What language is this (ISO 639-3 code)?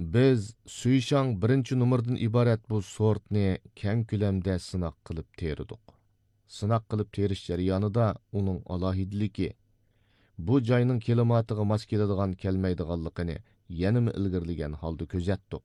uig